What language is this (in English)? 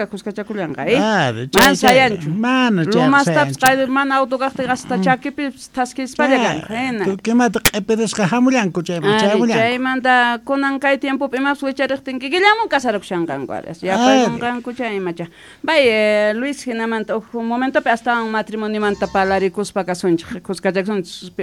South Bolivian Quechua